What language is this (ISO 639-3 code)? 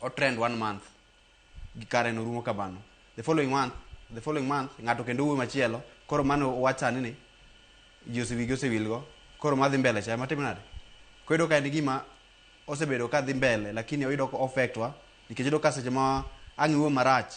luo